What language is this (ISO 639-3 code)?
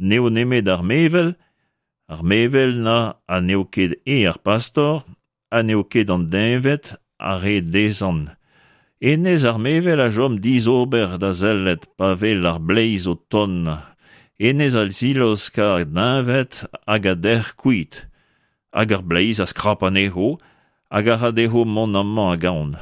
bre